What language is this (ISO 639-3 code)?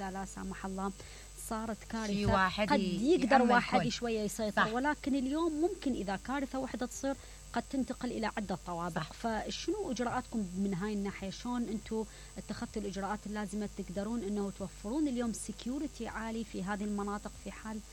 acm